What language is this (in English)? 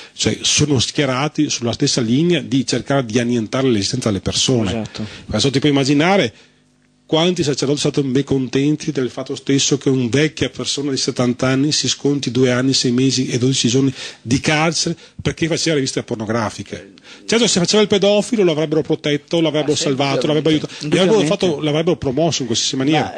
Italian